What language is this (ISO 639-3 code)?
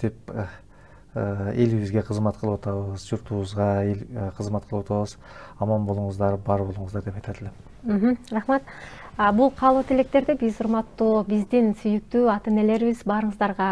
kir